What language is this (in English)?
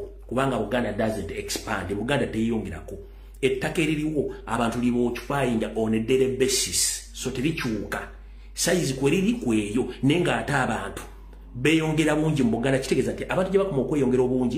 Ganda